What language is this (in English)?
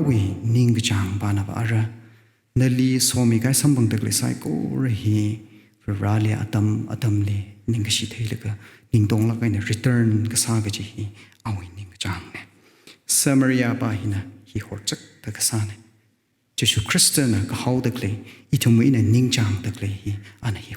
Tangkhul Naga (India)